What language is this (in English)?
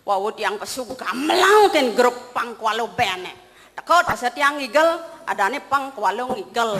Balinese